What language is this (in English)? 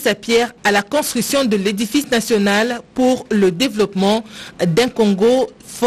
French